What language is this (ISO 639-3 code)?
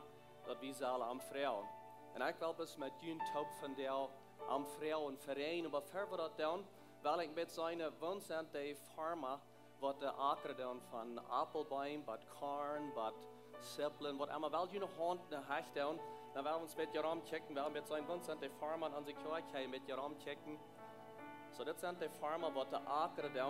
pdt